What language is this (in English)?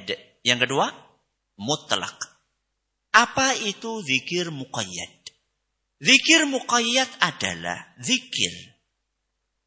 Indonesian